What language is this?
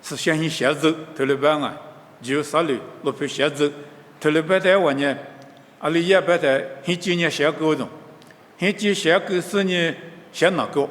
Lisu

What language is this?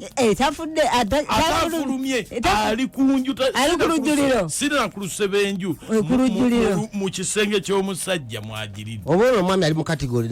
Ganda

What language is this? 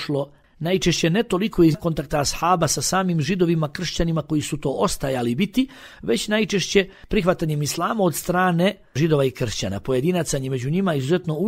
Bosnian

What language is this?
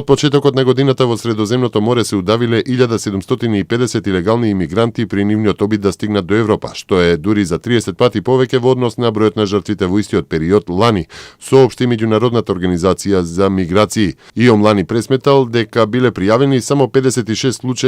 Macedonian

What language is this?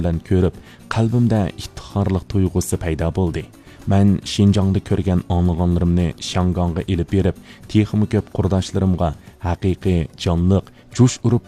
Uyghur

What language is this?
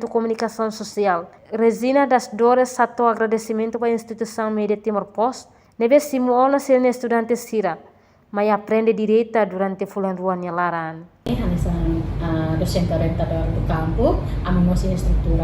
Tetum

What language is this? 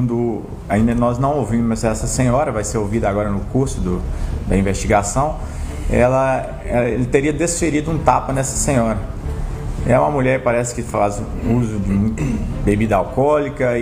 Portuguese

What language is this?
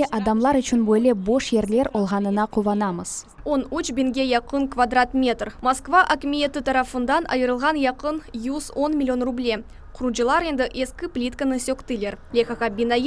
Crimean Tatar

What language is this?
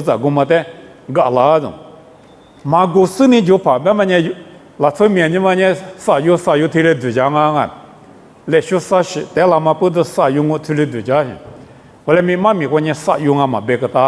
Lisu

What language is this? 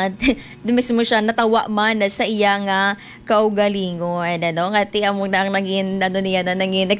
Hiligaynon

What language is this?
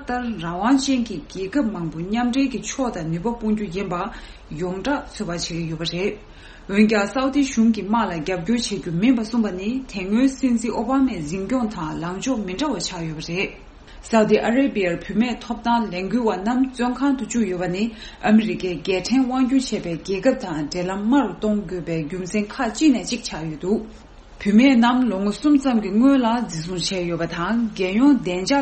Tibetan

